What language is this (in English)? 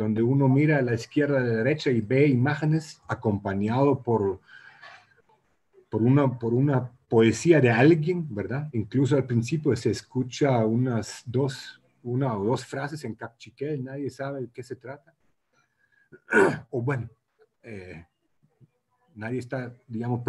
Spanish